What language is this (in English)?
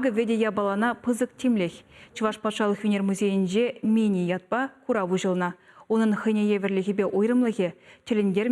Chuvash